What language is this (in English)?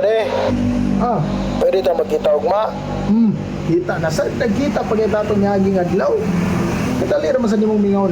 Cebuano